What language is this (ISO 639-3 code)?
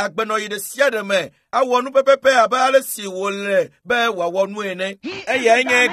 ewe